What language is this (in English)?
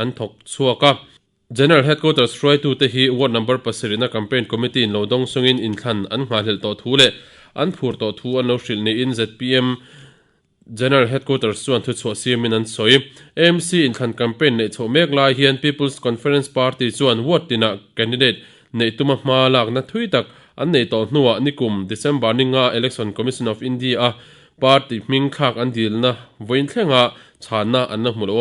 Mizo